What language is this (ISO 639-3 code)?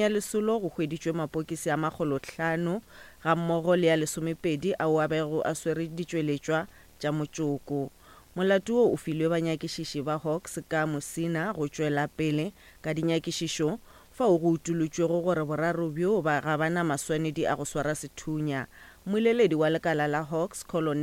nso